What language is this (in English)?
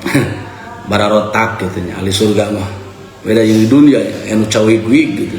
Sundanese